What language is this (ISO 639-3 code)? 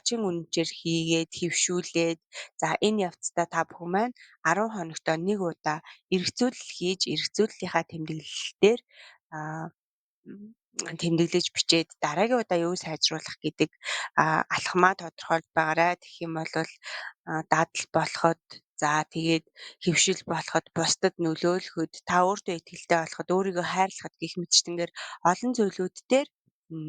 mon